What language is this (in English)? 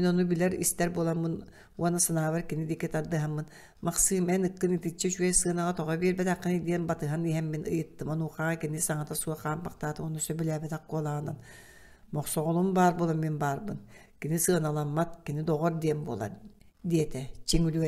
Yakut